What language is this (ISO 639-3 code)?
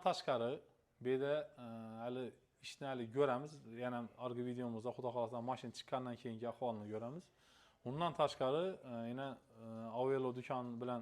uzb